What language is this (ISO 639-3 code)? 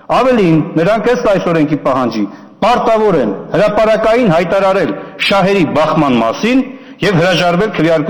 hye